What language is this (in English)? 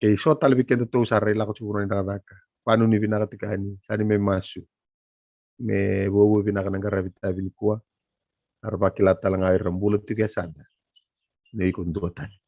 Fijian